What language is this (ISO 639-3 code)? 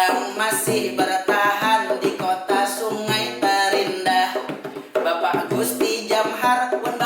bjn